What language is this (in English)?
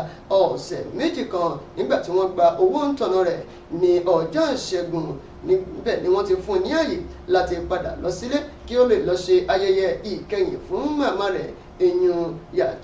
Yoruba